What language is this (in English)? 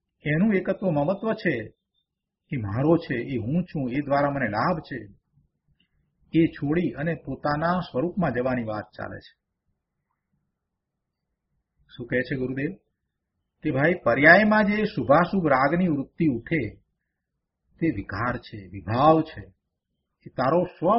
Gujarati